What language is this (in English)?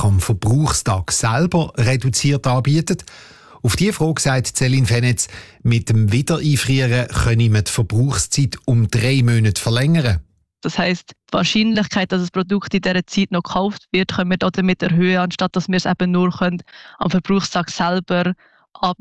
German